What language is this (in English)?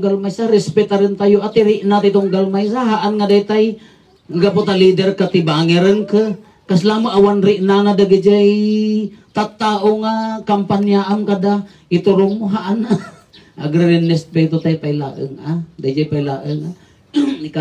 Iloko